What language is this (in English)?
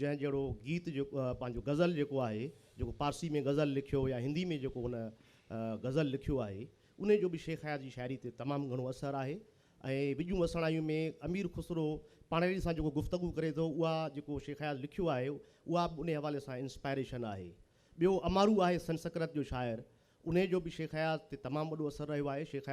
Sindhi